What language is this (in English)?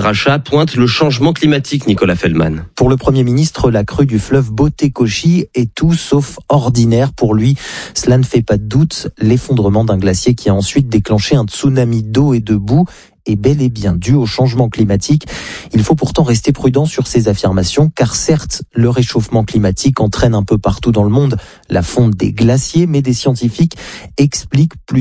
French